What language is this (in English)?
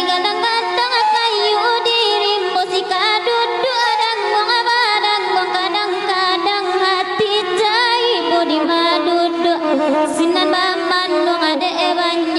Minangkabau